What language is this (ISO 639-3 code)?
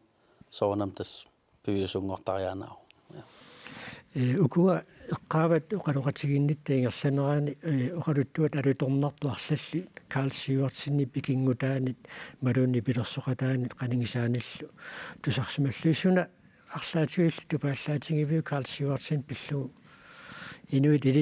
kal